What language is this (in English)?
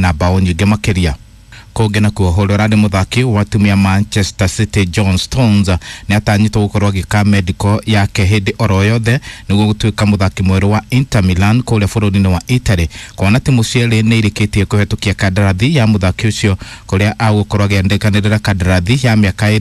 Kikuyu